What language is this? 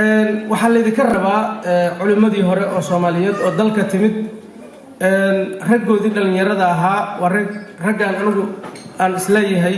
Somali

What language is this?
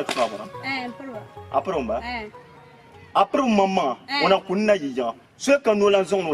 Dagbani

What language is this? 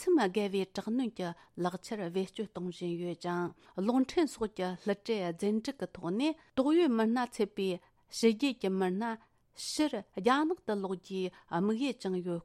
Tibetan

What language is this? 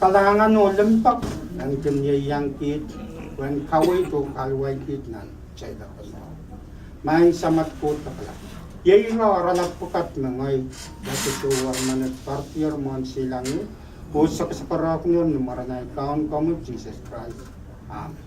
Pohnpeian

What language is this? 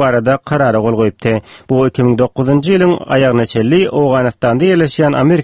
Turkmen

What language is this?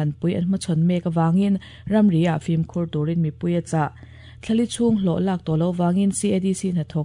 Mizo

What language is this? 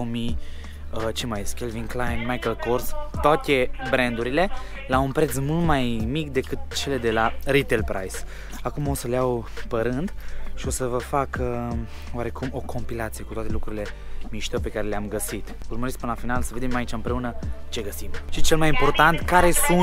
Romanian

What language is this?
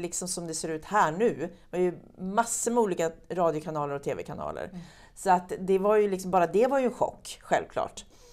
Swedish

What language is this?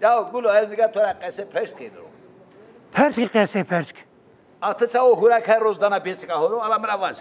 Zaza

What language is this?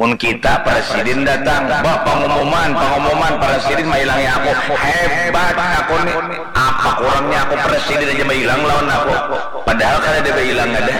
Banjar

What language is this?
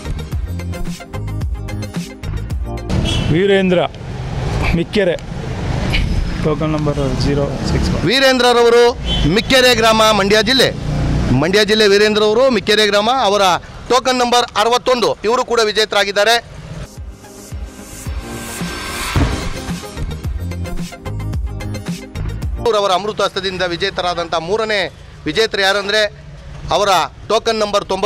Kannada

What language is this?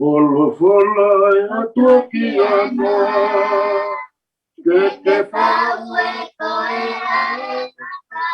Tongan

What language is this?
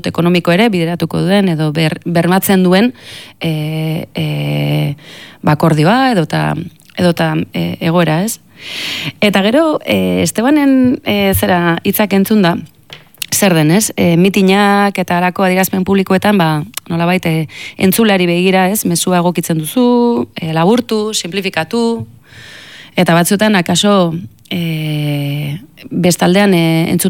Basque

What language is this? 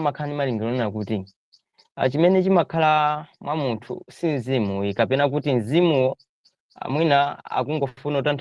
Nyanja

